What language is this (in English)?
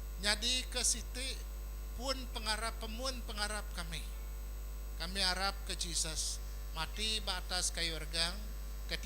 Iban